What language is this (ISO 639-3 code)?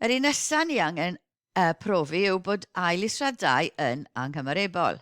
cym